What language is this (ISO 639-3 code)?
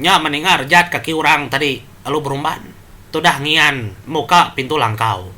iba